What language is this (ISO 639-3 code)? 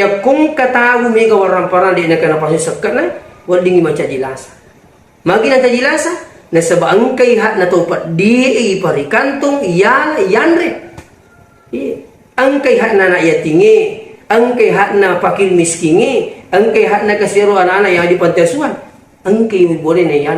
bug